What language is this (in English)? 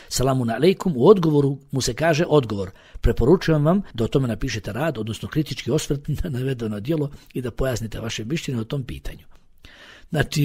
Bosnian